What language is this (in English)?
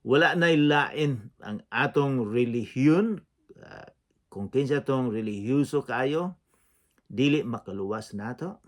Cebuano